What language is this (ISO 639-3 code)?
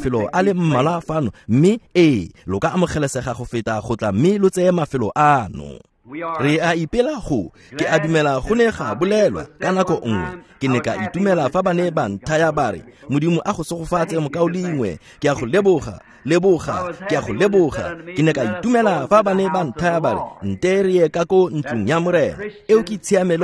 tsn